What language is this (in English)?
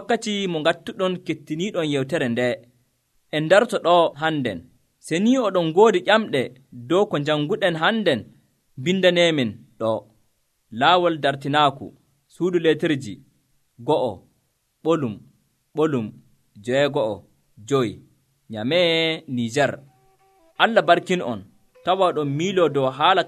Nigerian Fulfulde